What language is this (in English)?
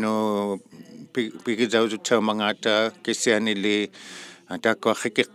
Inuktitut